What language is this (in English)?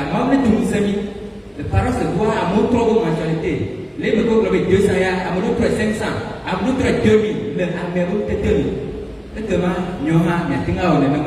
Ewe